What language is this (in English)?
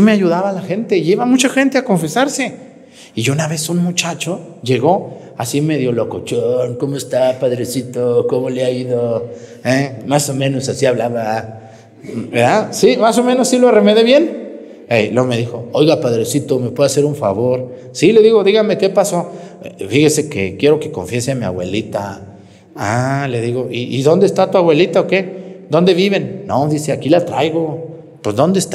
Spanish